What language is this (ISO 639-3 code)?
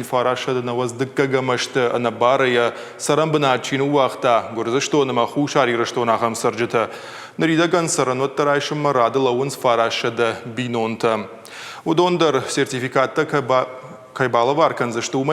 oss